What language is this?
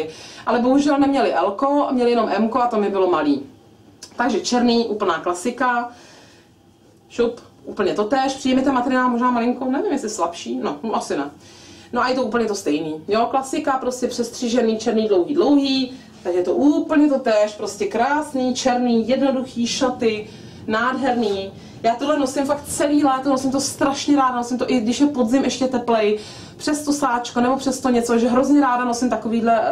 Czech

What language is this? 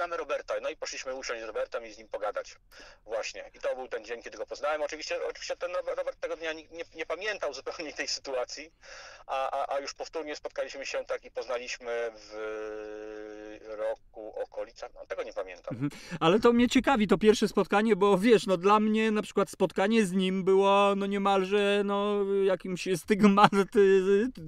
Polish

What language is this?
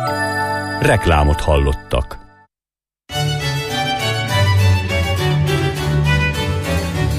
Hungarian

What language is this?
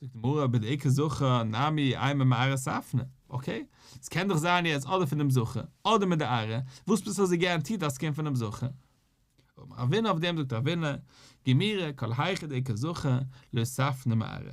Yiddish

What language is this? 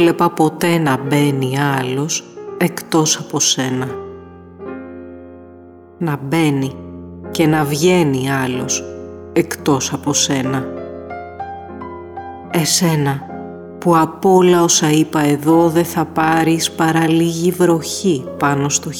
Greek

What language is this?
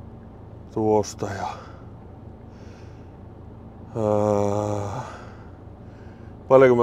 Finnish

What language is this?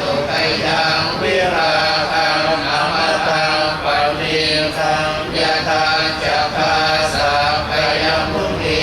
Pali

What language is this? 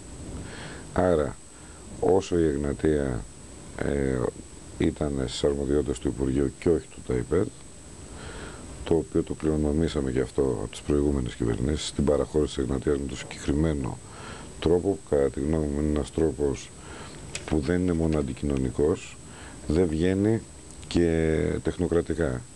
Greek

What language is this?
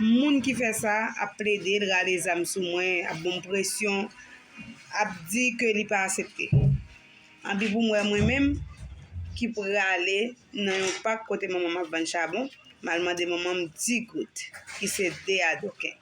Haitian Creole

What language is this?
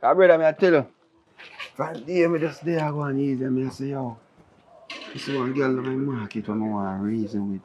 Jamaican Creole English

